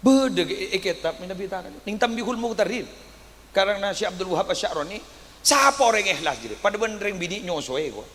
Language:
Madurese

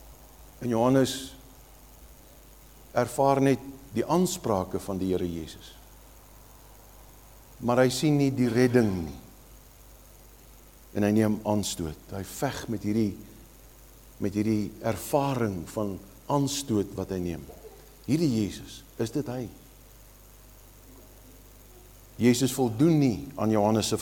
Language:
Afrikaans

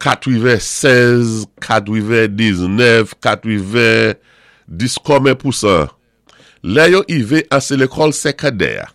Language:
Saint Lucian Creole French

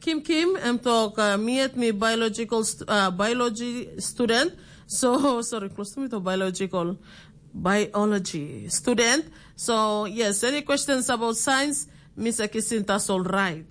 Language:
Tok Pisin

